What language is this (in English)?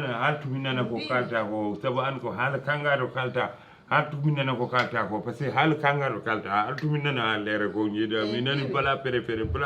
Fula